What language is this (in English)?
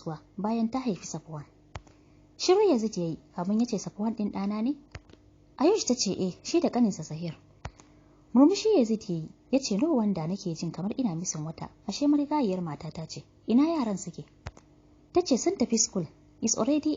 Hausa